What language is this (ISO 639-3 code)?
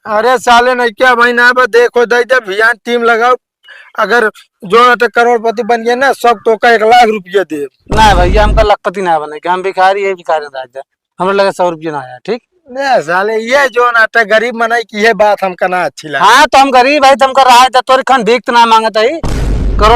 awa